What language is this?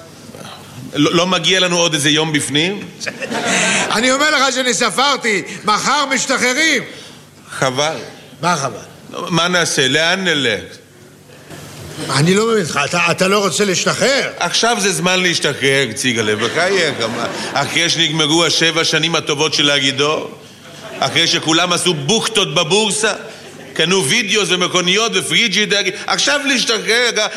Hebrew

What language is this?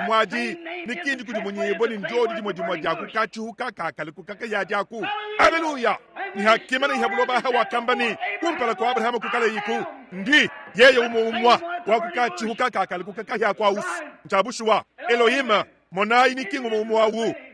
Luba-Lulua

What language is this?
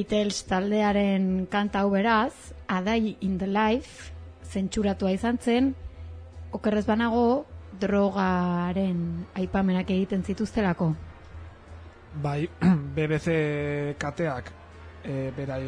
Basque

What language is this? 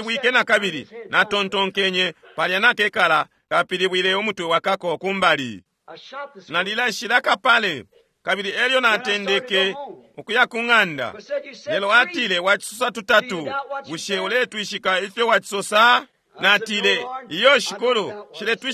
Bemba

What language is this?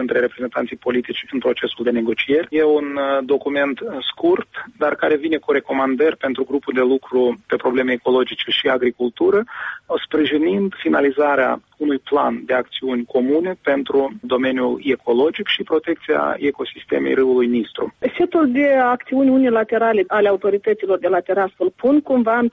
Romanian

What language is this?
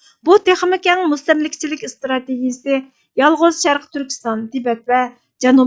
Uyghur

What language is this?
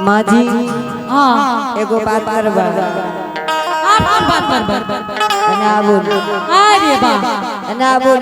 Angika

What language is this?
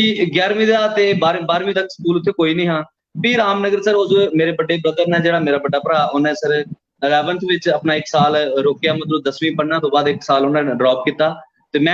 Dogri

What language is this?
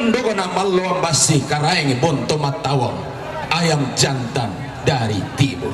Toraja-Sa'dan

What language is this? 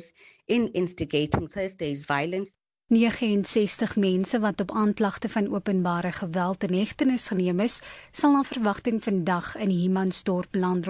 Afrikaans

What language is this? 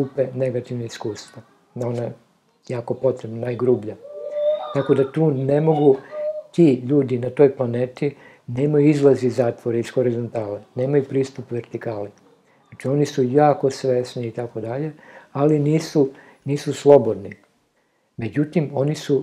Serbian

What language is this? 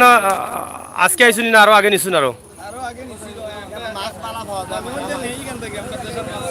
Sylheti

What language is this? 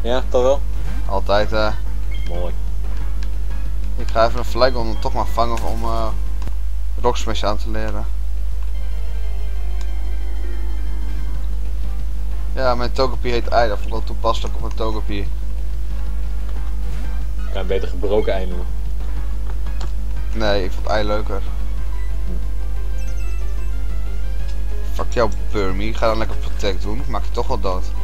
Dutch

